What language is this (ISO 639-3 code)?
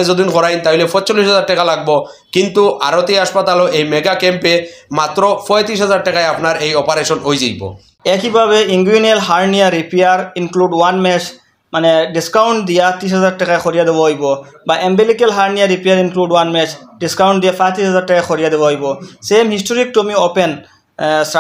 syl